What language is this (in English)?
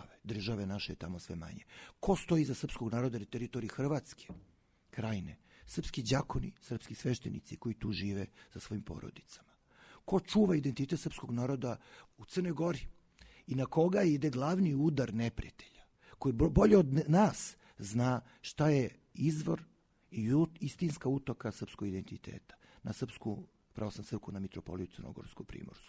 Serbian